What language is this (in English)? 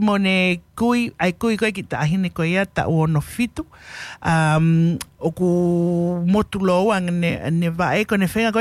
Tongan